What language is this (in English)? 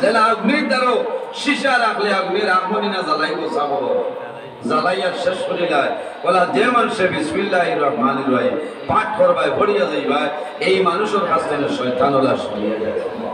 Sylheti